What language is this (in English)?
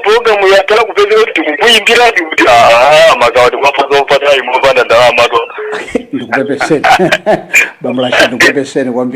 Nyanja